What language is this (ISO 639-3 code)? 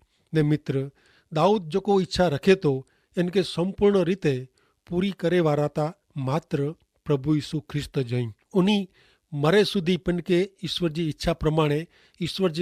kfr